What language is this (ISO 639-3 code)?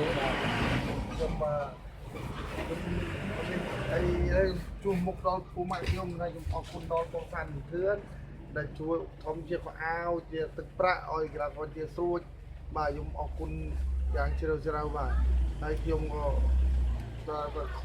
khm